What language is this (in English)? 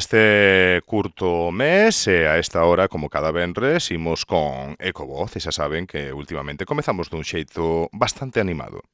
Galician